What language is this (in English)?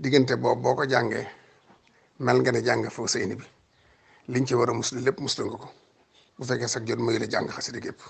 Wolof